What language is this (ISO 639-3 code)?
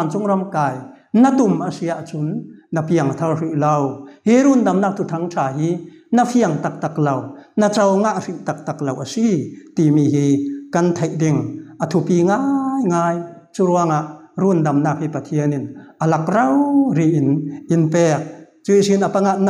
cfm